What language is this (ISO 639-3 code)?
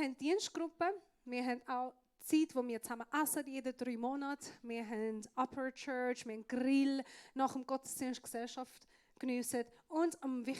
gsw